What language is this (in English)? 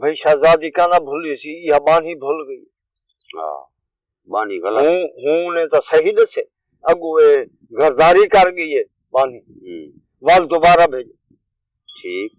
Saraiki